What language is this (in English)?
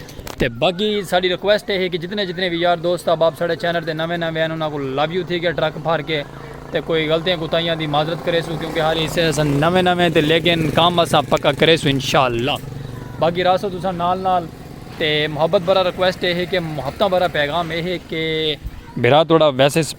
Saraiki